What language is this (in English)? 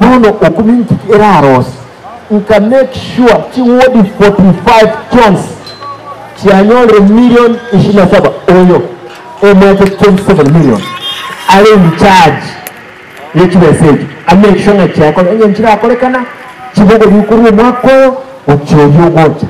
Gusii